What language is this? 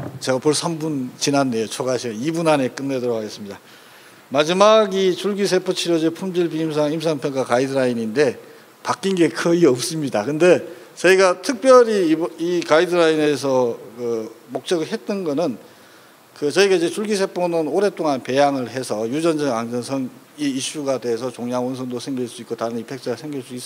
Korean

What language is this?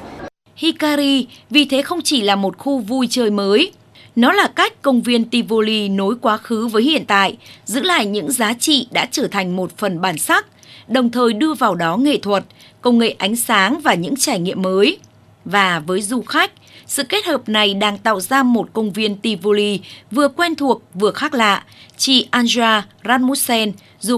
Vietnamese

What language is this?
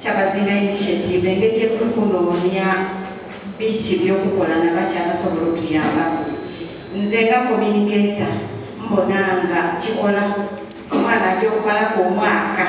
Soga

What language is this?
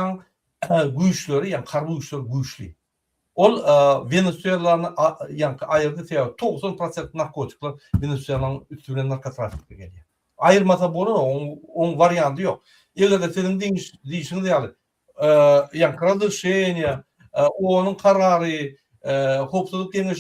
Turkmen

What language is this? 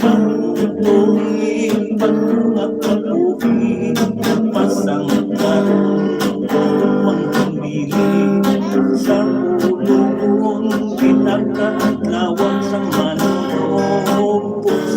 Hiligaynon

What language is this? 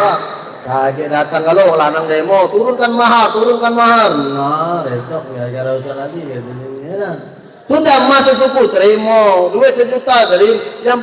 Musi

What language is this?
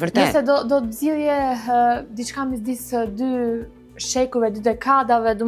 Albanian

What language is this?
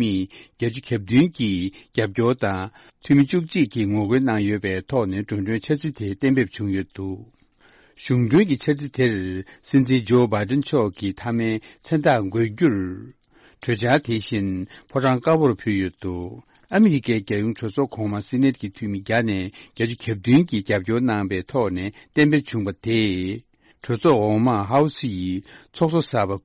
Tibetan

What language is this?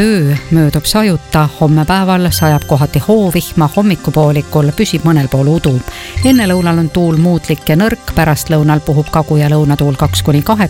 Estonian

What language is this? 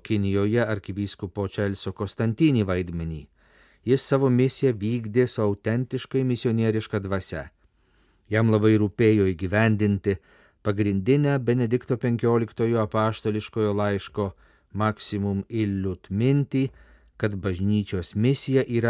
Lithuanian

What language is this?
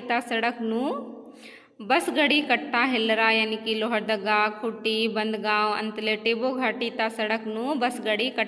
Kurukh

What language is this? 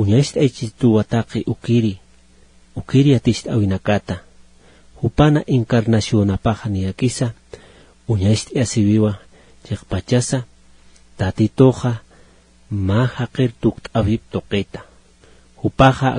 Aymara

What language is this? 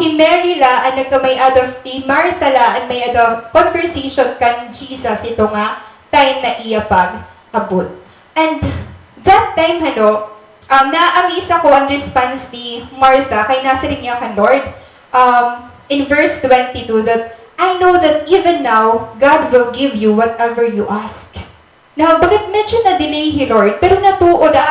Waray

